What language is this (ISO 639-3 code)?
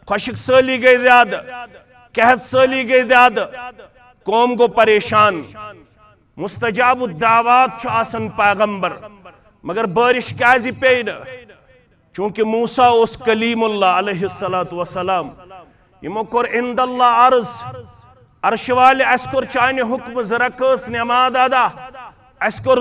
kas